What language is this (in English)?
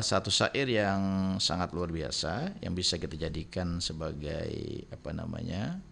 Banjar